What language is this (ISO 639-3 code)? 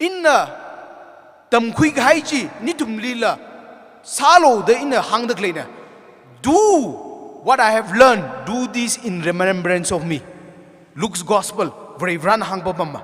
nmf